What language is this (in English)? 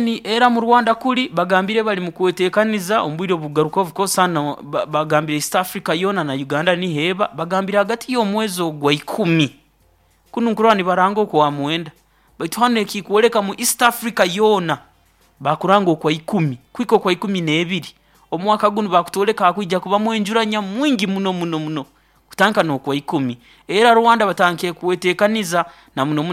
Nyoro